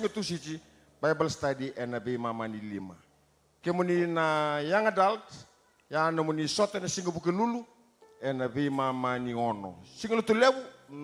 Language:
Fijian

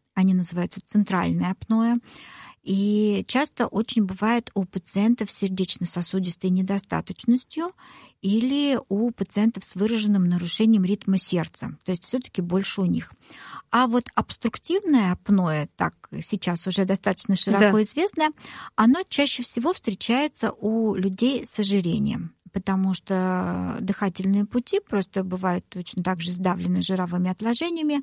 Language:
Russian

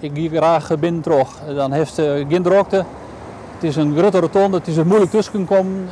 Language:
Western Frisian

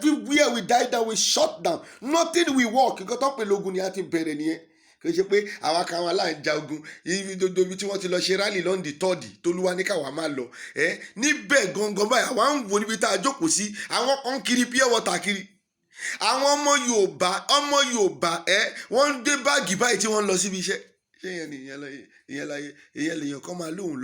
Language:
Yoruba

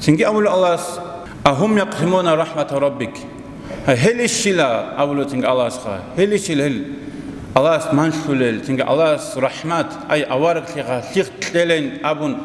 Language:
Avaric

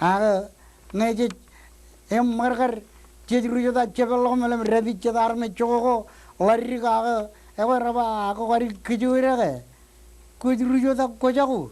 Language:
Marshallese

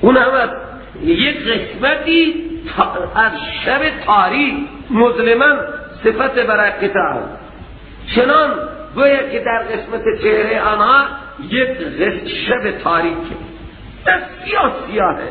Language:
Persian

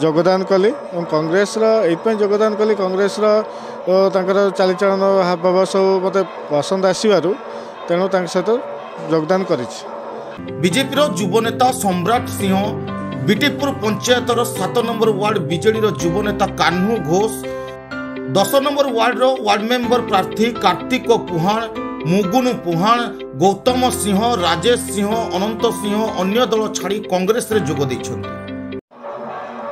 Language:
Odia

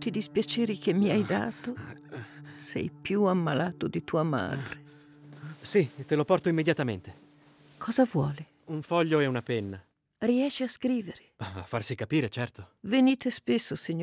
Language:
Italian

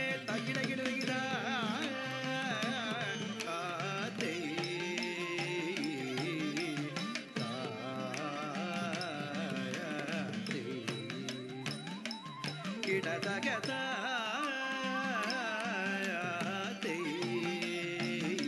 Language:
Tamil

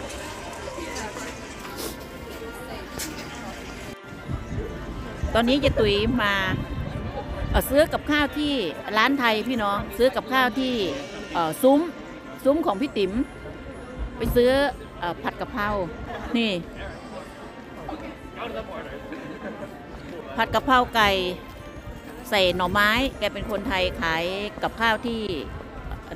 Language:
Thai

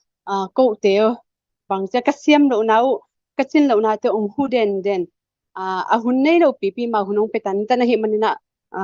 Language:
Tedim Chin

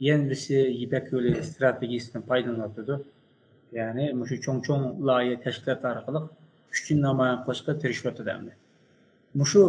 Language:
Uyghur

